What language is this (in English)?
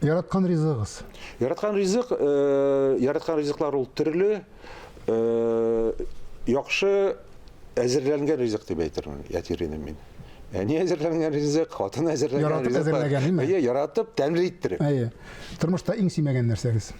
Tatar